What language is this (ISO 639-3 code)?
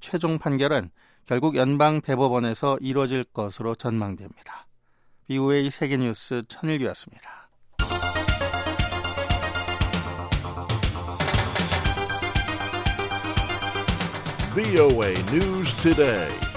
kor